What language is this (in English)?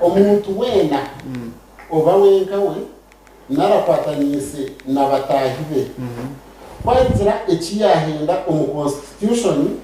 Nyankole